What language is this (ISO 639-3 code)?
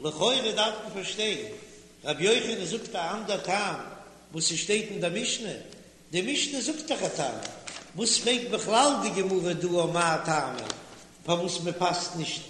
yid